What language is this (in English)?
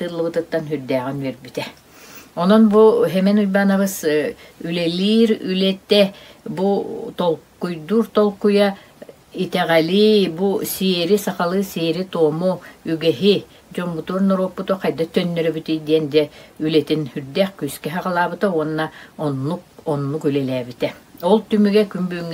Yakut